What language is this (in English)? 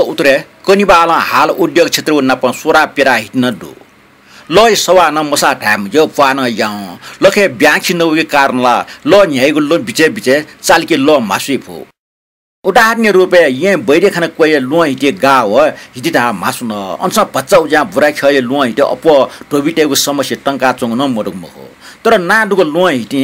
Newari